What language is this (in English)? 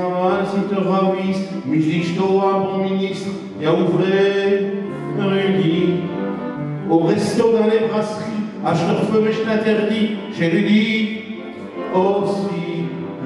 Picard